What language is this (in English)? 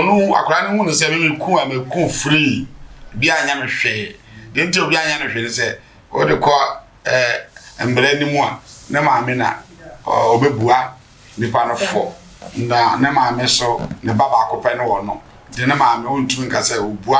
Akan